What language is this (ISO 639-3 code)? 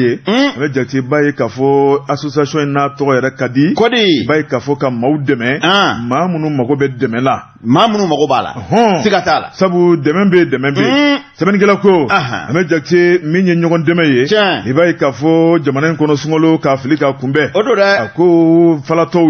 bam